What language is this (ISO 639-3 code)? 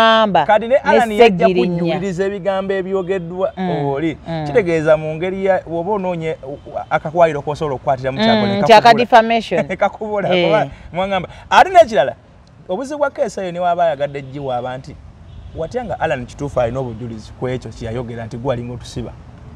lug